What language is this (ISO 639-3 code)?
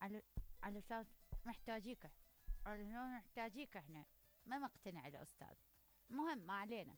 acm